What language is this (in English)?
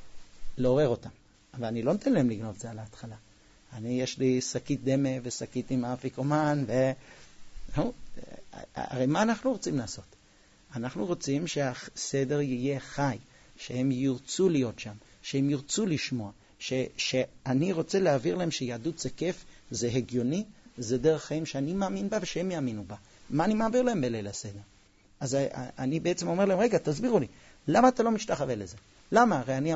Hebrew